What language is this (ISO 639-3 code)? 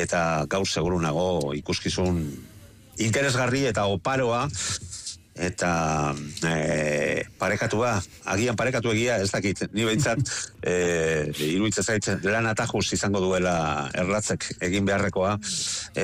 eus